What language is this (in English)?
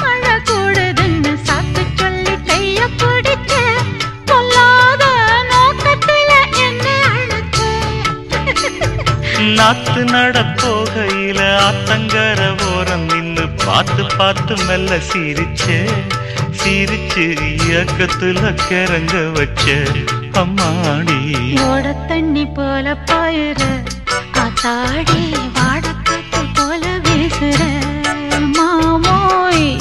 Tamil